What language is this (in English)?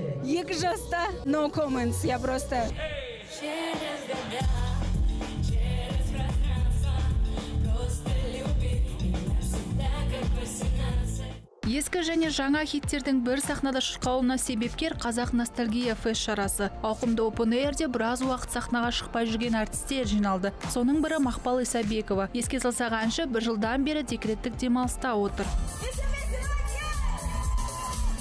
Kazakh